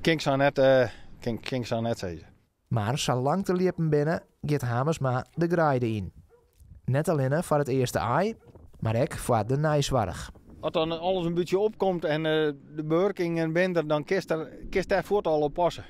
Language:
Western Frisian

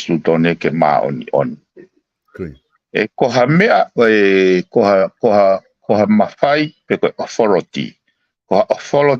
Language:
Tongan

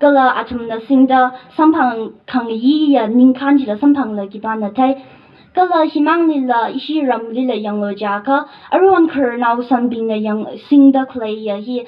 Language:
Tangkhul Naga (India)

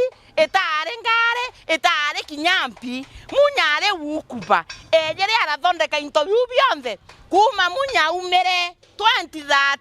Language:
Meru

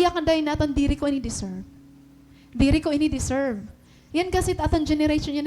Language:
Waray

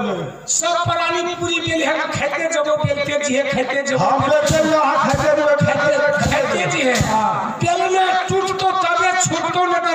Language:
Maithili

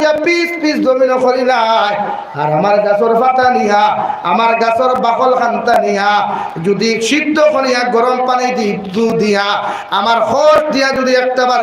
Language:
Sylheti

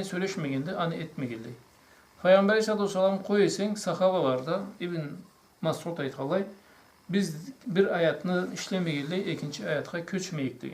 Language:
Karachay-Balkar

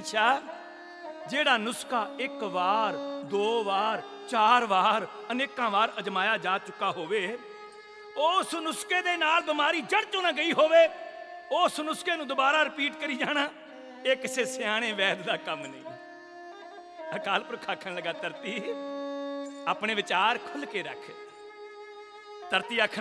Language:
Punjabi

